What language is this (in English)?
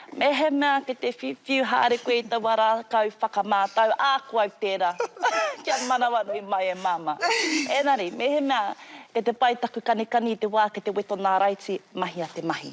Māori